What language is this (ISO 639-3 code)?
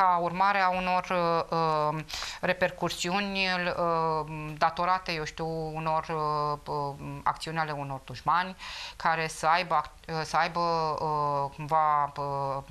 ron